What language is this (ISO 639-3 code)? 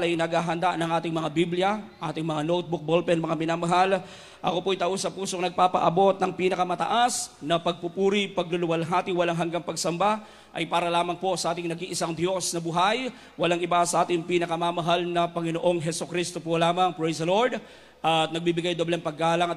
fil